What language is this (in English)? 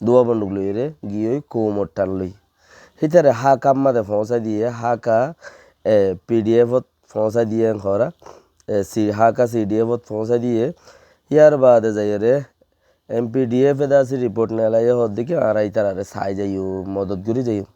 Rohingya